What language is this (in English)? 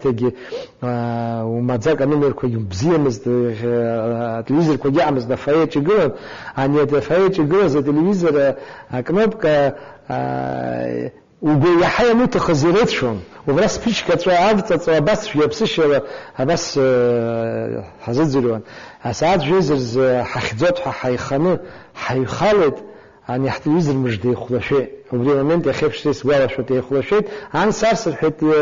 Abkhazian